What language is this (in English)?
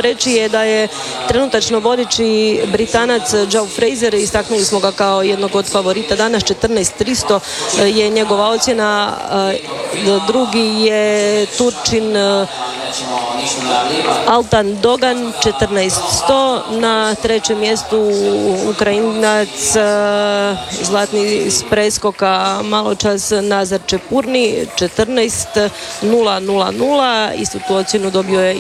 Croatian